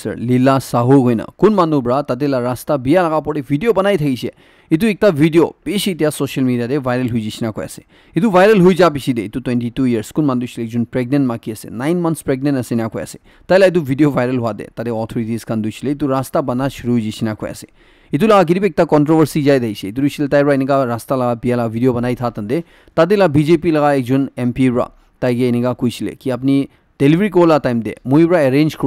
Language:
Naga Pidgin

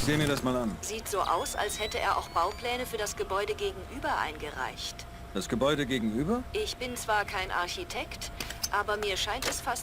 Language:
Bavarian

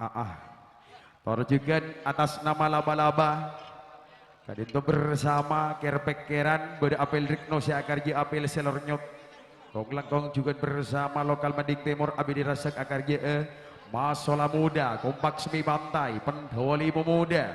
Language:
Madurese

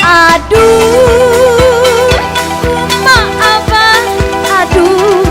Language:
Banjar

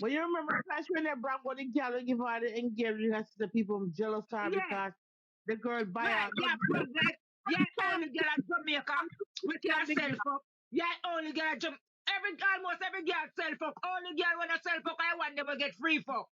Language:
Jamaican Creole English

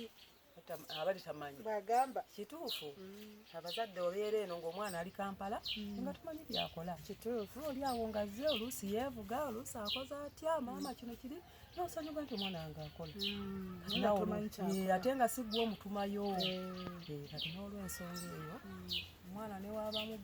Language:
Ganda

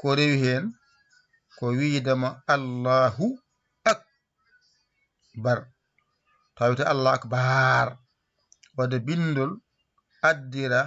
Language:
Fula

